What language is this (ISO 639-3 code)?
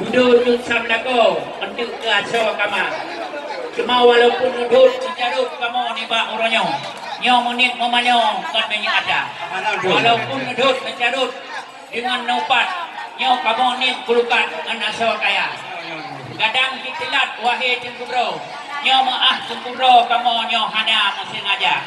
ace